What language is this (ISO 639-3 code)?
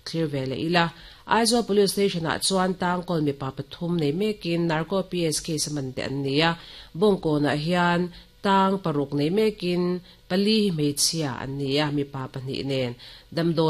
lus